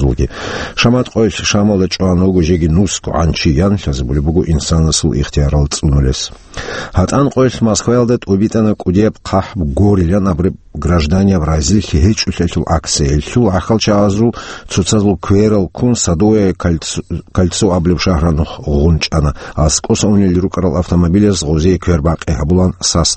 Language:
Avaric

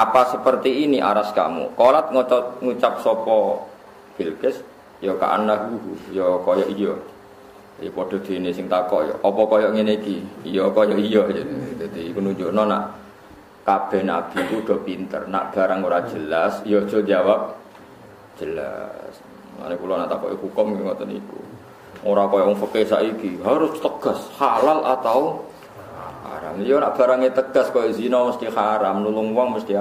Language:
Javanese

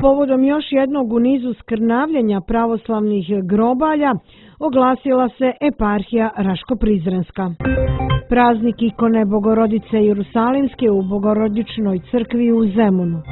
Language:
Serbian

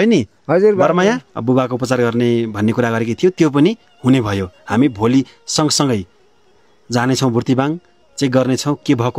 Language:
Nepali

